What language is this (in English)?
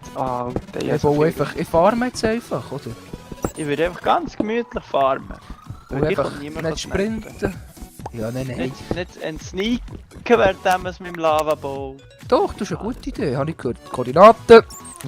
Swiss German